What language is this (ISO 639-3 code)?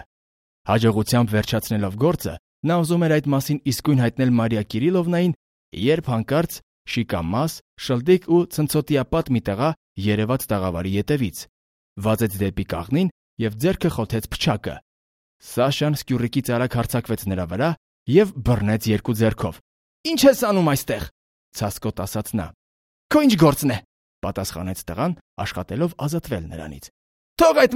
hye